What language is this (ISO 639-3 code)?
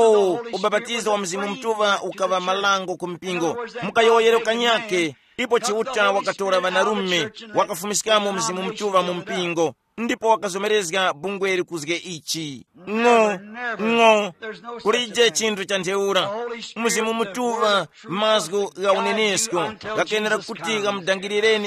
tum